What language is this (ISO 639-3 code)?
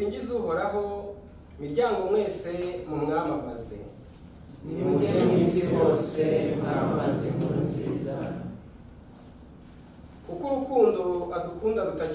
kin